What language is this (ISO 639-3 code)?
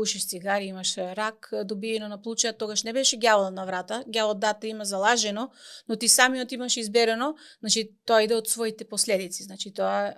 mkd